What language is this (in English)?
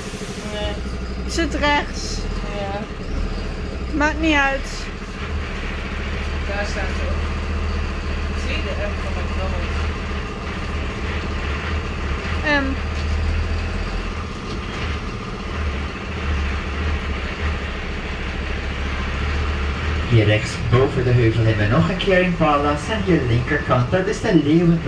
Dutch